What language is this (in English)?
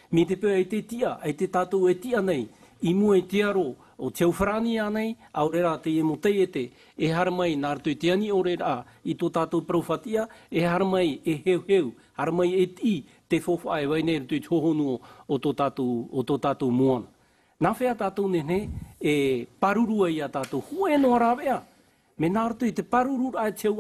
Tahitian